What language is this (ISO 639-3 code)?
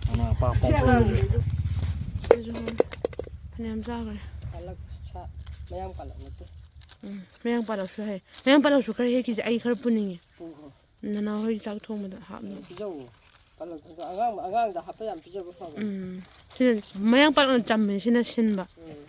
mni